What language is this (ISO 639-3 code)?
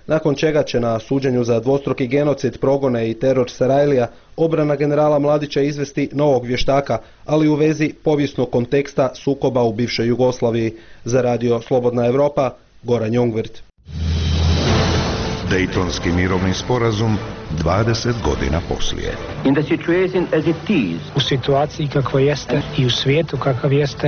bos